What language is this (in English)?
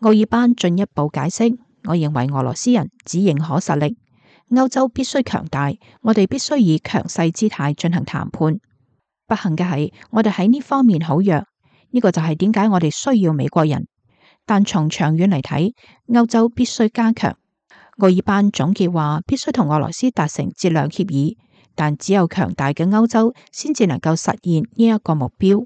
Cantonese